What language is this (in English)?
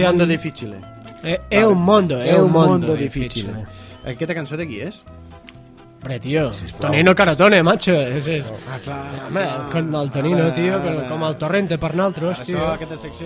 Catalan